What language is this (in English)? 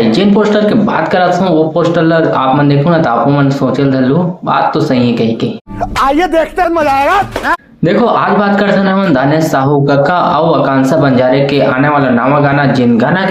Chhattisgarhi